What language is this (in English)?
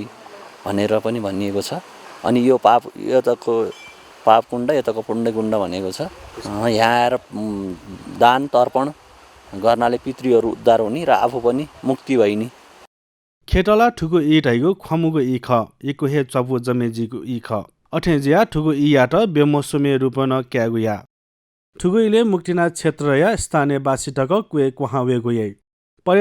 Newari